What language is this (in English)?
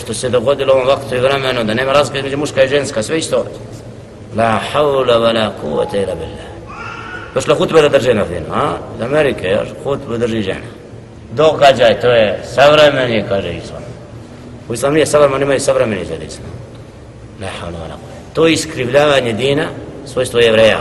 Bosnian